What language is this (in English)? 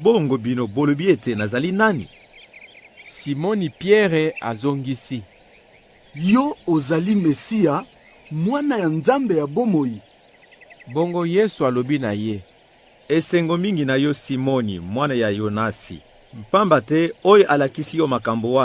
Lingala